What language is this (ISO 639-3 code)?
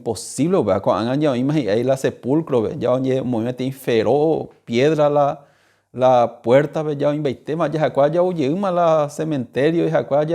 grn